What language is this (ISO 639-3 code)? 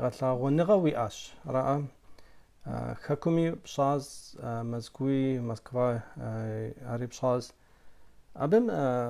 kbd